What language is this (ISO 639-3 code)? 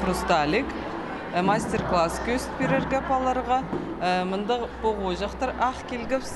kjh